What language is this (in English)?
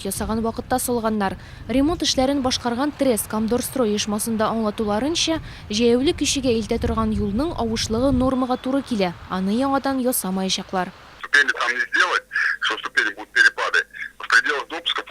Tatar